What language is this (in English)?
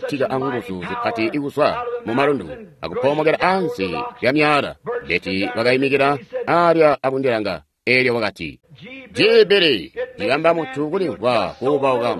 Tonga (Zambia)